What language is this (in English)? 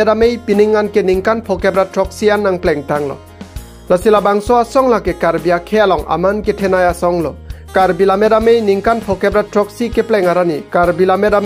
Karbi